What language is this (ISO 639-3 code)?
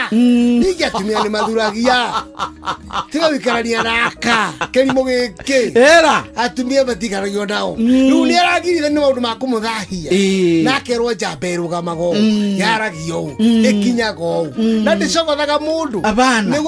kik